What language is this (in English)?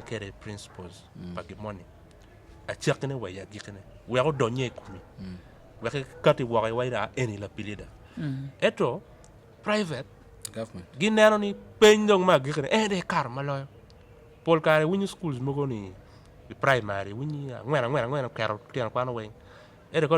Acoli